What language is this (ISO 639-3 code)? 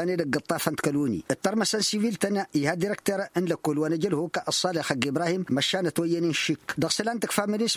taq